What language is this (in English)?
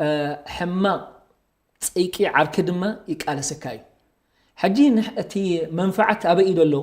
Tigrinya